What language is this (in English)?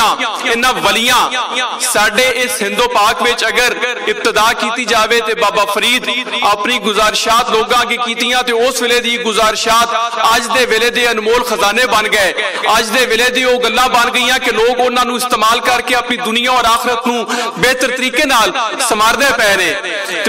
Western Panjabi